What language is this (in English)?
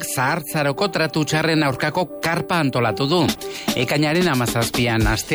Basque